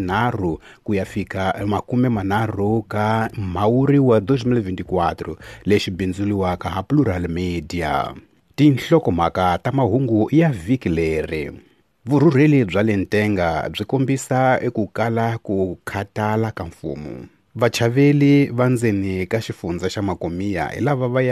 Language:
Tsonga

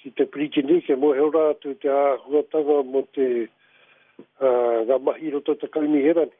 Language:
Māori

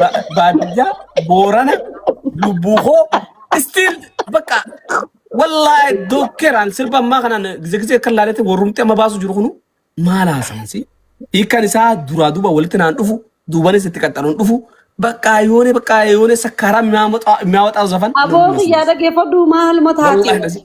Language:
Oromo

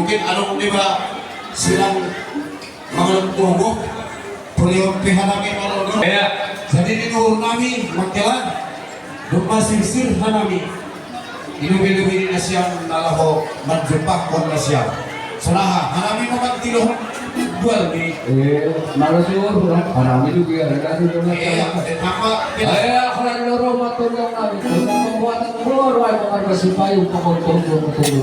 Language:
Batak Simalungun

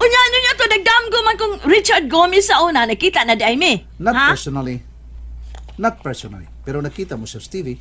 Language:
Cebuano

